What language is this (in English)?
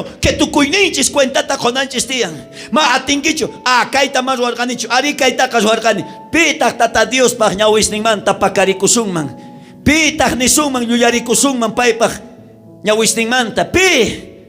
South Bolivian Quechua